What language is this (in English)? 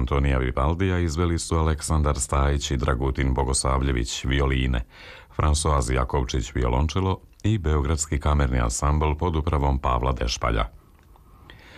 Serbian